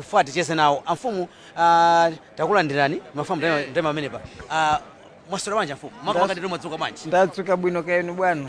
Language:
Nyanja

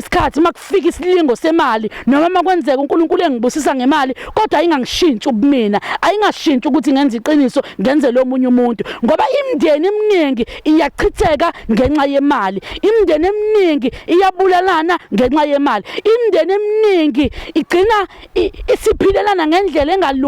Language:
Zulu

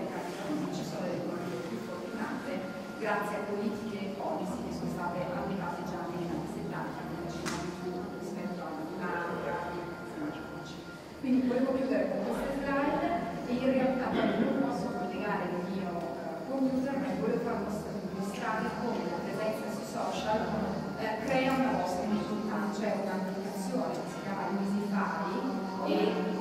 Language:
Italian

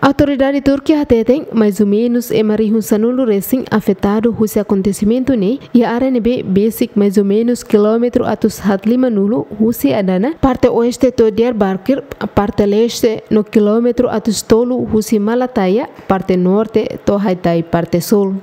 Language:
Tetum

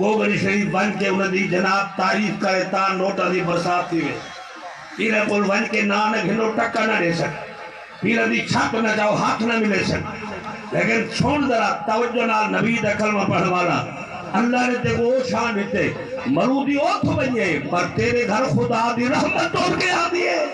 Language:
Saraiki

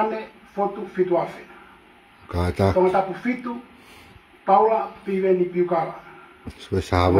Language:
Tongan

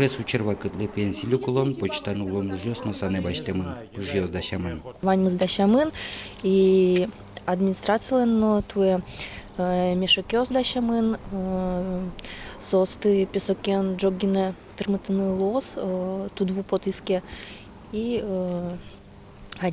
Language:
Udmurt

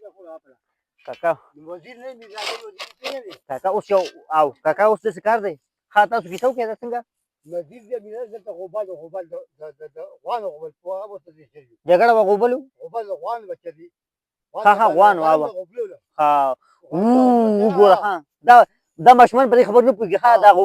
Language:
Pashto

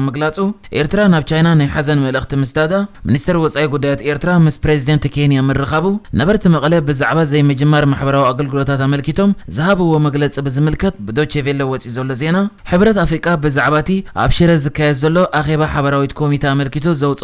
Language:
Tigrinya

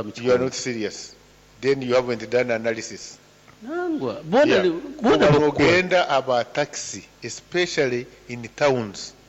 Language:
Nyoro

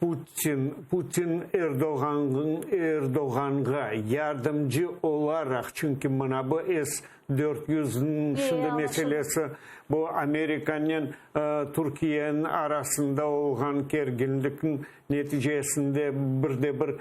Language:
Crimean Tatar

